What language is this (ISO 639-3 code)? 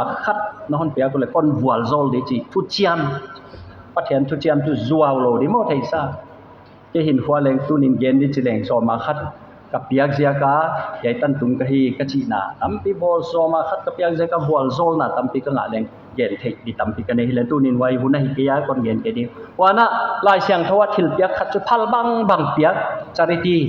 pck